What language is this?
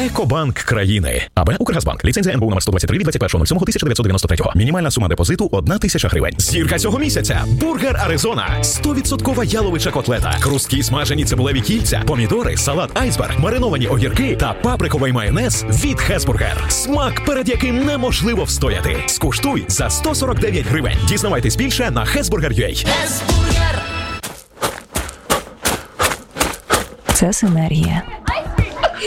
Ukrainian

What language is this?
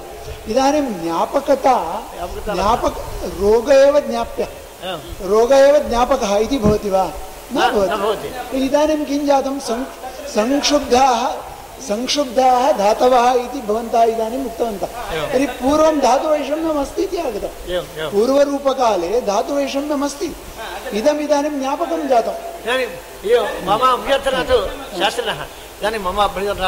Sanskrit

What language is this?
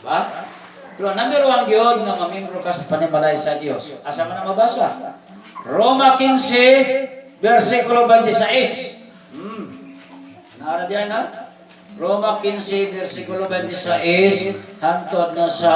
Cebuano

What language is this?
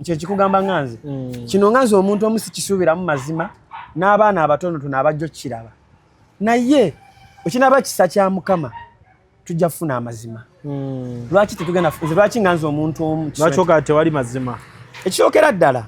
Ganda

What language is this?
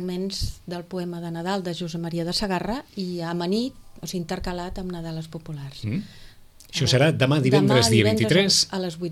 Catalan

